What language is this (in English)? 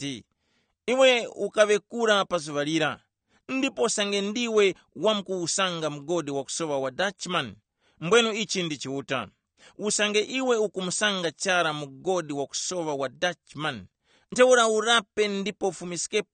Tumbuka